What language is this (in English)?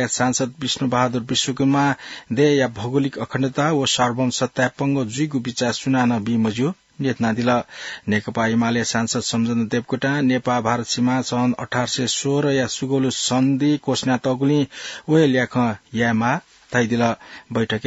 Newari